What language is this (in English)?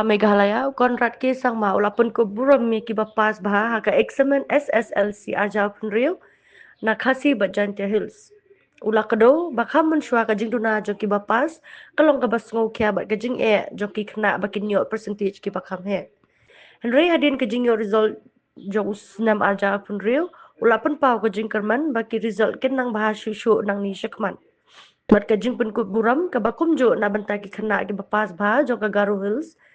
Khasi